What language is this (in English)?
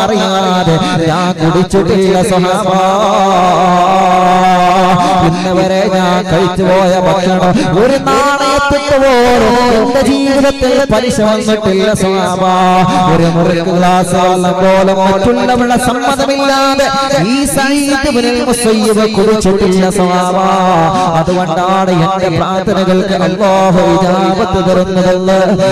Malayalam